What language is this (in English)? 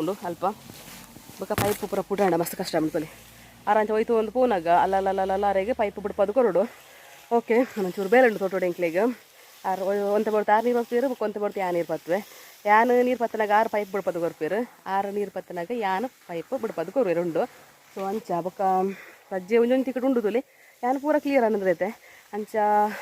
Tulu